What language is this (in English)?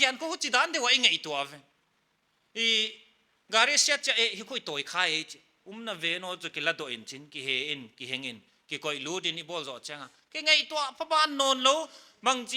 Paite Chin